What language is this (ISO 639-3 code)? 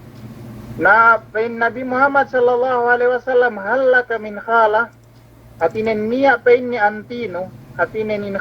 yka